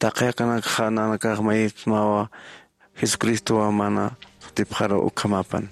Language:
Aymara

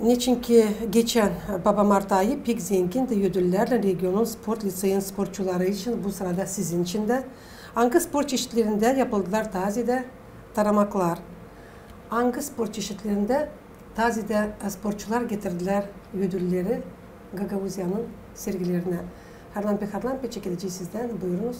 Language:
Gagauz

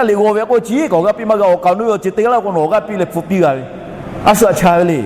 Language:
Lahu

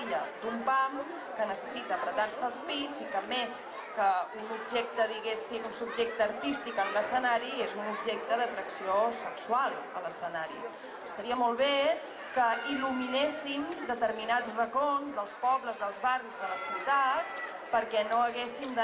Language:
Catalan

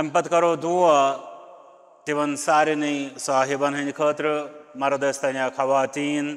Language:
Kashmiri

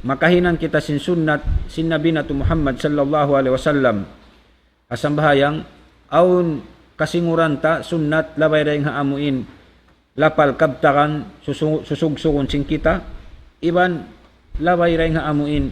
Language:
Tausug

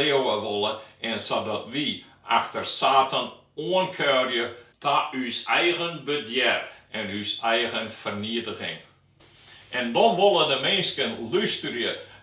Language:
Western Frisian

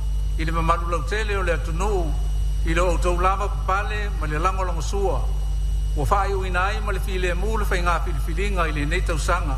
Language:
Samoan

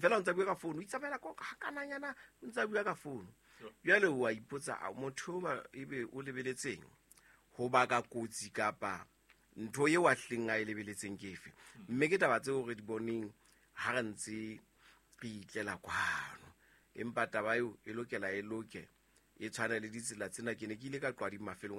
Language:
Southern Sotho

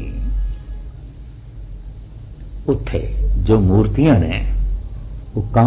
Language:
Punjabi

